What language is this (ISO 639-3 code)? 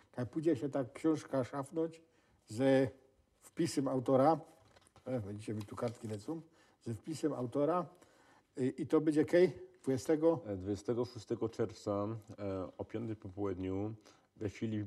szl